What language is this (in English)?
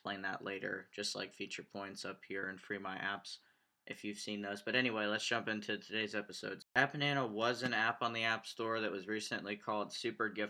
English